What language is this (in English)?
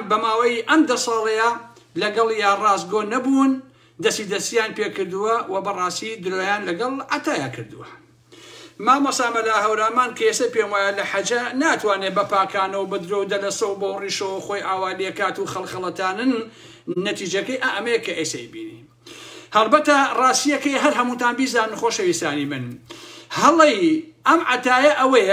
Central Kurdish